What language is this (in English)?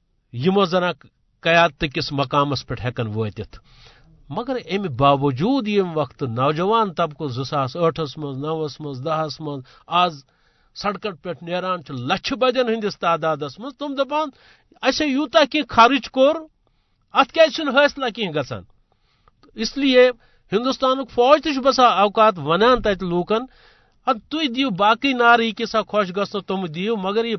Kashmiri